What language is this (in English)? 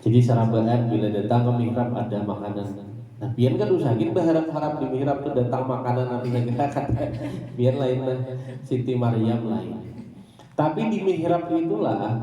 Banjar